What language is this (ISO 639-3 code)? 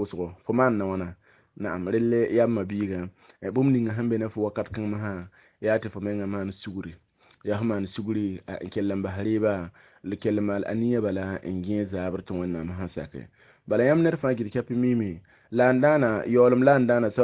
mos